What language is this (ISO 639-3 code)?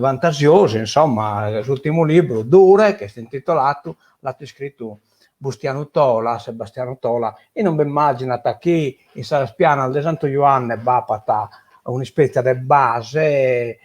srd